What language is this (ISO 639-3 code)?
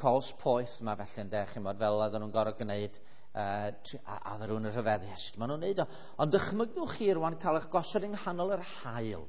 cym